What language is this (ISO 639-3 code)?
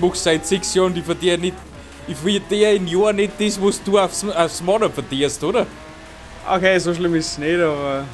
bar